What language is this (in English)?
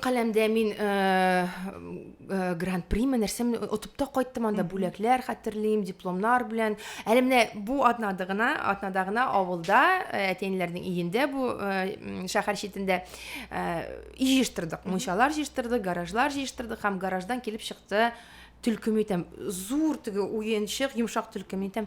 Tatar